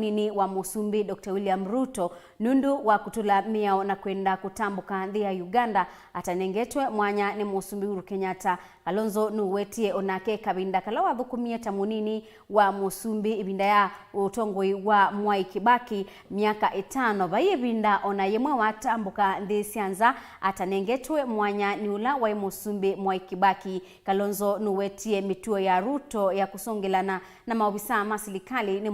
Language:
Kamba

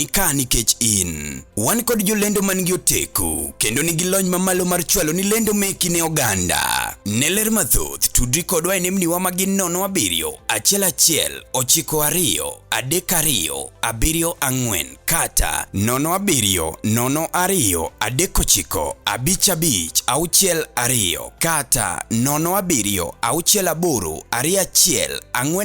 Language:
Luo (Kenya and Tanzania)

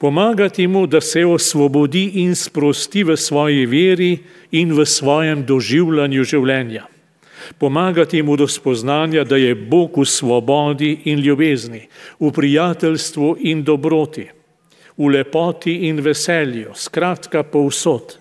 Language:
Slovenian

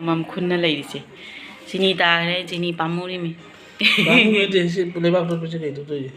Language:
Manipuri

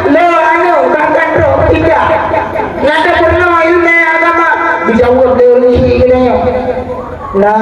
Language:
Achinese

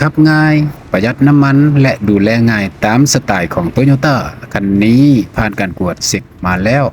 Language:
Lao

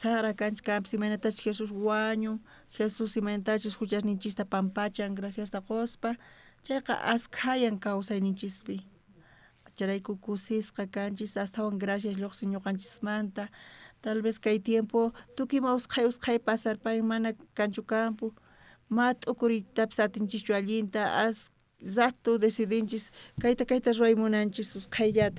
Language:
South Bolivian Quechua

